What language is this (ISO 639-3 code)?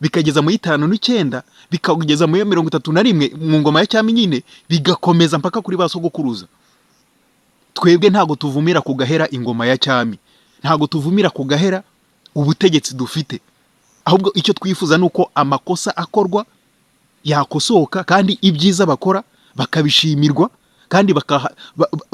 kin